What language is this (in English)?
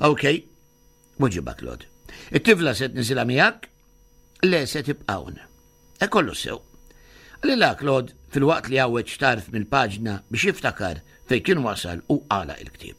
Maltese